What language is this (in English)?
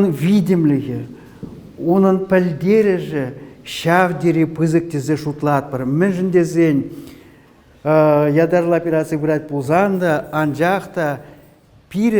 Chuvash